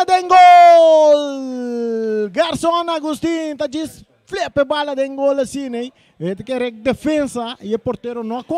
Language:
Papiamento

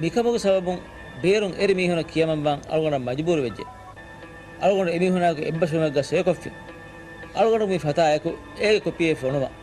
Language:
Divehi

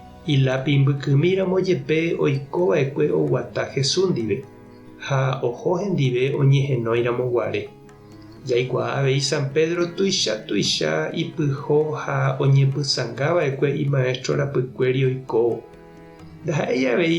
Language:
Guarani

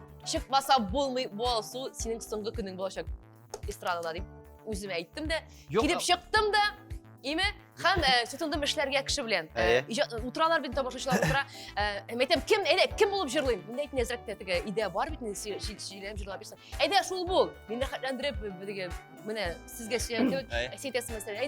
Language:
Tatar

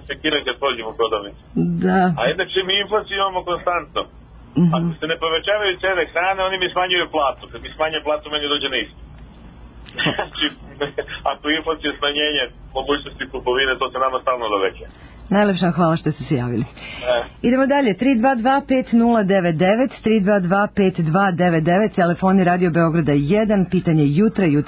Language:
Serbian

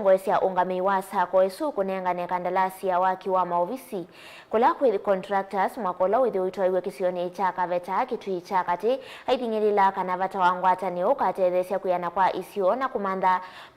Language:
Kamba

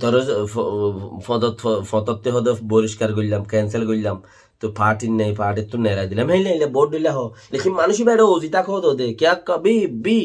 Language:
Rohingya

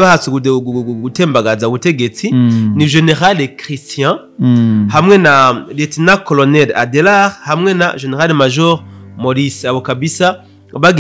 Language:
Rundi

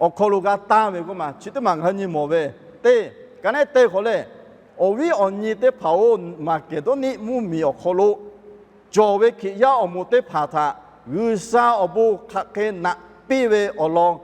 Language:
Lahu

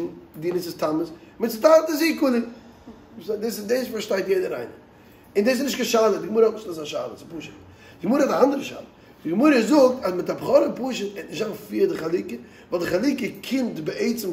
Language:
Yiddish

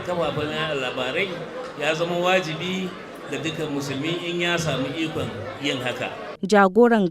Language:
Hausa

